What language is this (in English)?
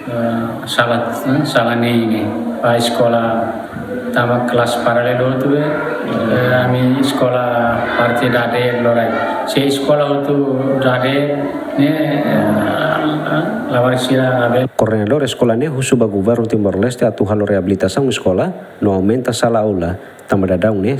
Tetum